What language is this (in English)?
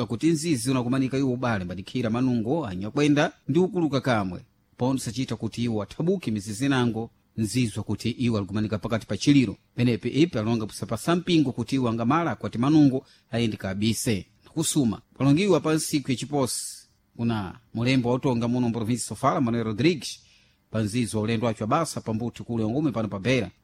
Sena